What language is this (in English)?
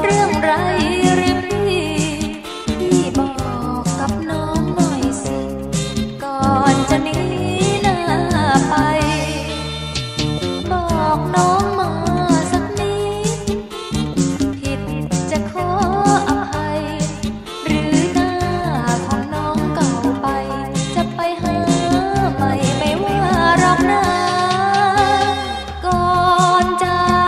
Thai